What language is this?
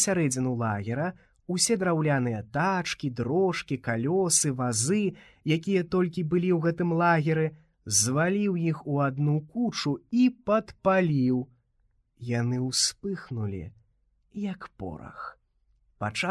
Belarusian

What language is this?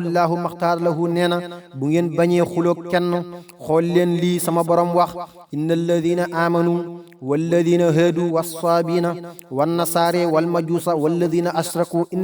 Wolof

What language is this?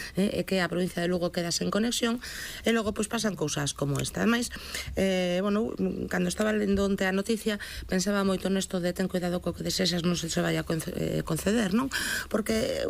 Galician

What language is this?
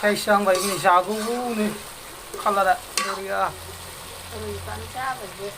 Bodo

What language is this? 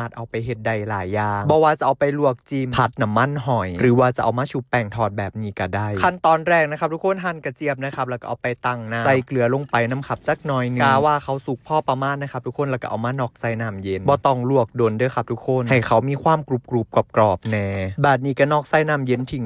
Northeastern Thai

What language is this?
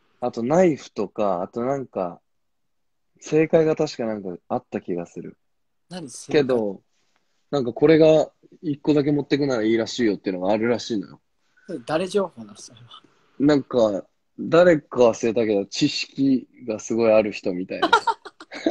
Japanese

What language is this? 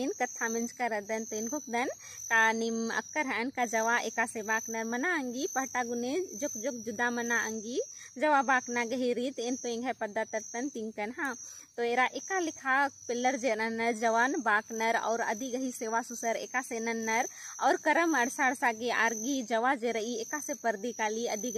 Kurukh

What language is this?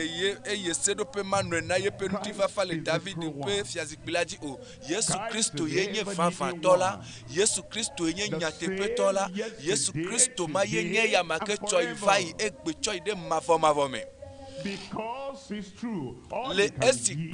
Ewe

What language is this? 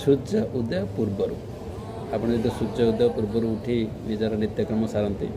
Odia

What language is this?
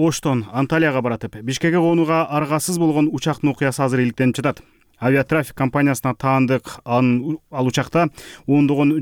Kyrgyz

